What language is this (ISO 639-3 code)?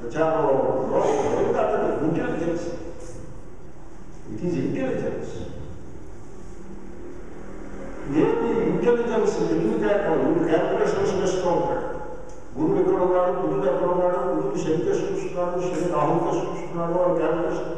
tel